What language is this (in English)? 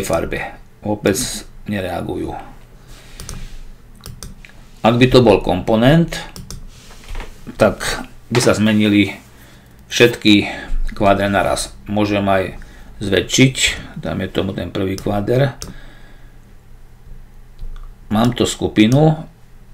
Slovak